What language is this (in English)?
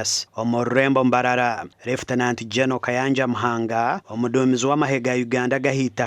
Nyankole